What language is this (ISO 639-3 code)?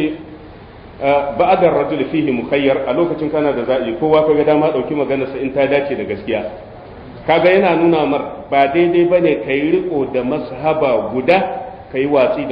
hau